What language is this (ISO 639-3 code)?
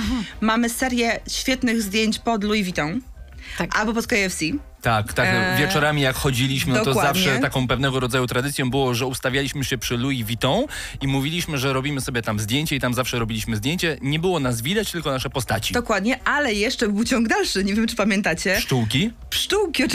pol